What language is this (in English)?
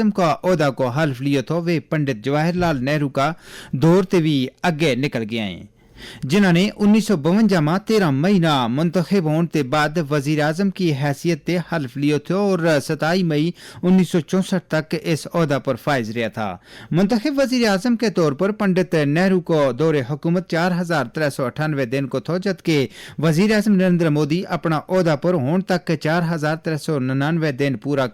Gujari